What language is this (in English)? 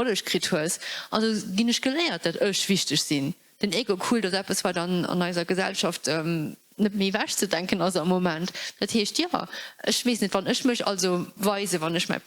Luxembourgish